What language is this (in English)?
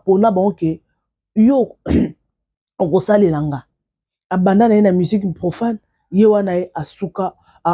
Lingala